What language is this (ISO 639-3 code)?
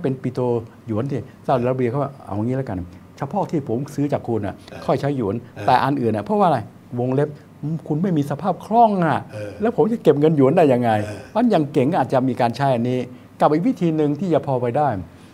tha